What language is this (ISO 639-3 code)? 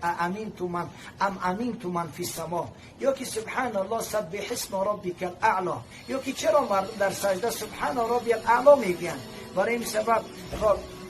fas